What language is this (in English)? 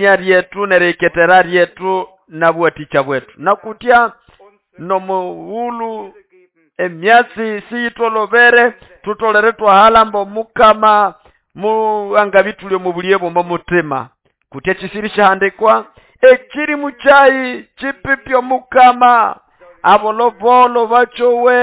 Nande